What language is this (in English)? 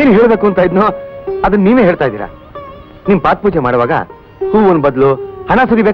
Kannada